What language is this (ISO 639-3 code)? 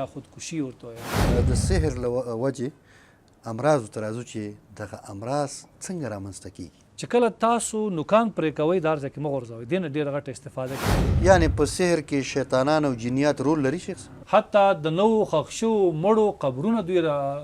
pus